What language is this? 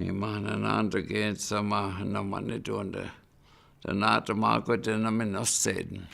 Chippewa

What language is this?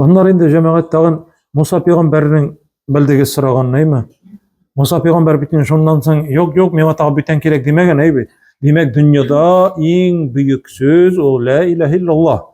Tatar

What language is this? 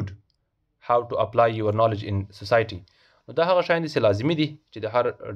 Pashto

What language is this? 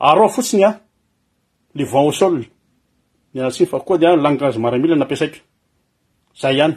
Malagasy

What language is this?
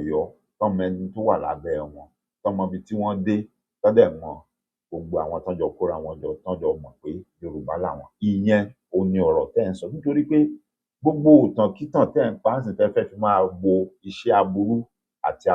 Yoruba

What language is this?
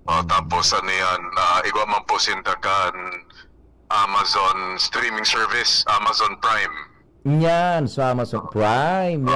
Bikol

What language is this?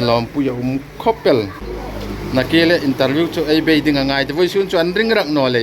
Hmar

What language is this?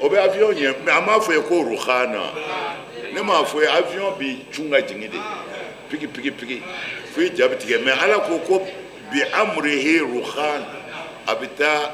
Bambara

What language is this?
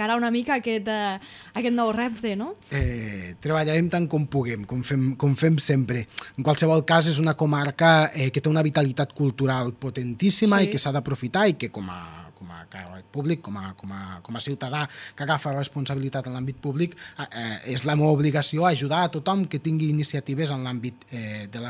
Catalan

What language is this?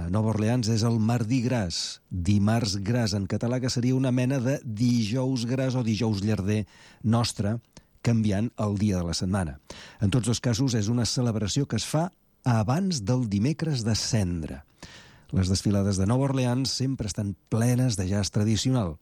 Catalan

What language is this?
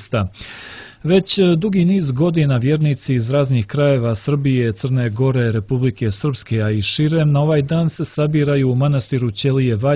Serbian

